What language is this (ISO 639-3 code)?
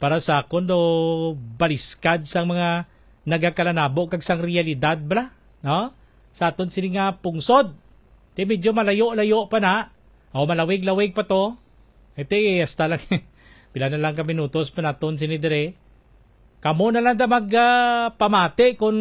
hil